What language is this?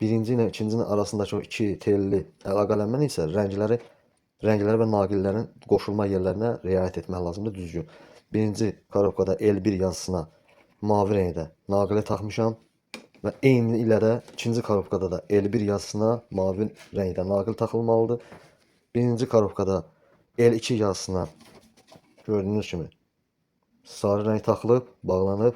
Azerbaijani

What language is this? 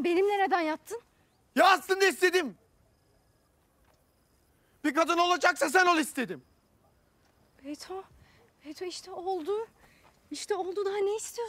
Turkish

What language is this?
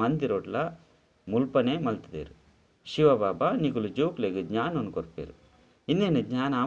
Tulu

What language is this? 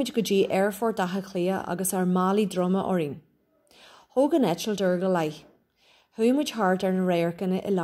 Irish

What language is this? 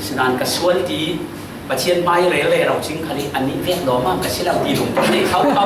Falam Chin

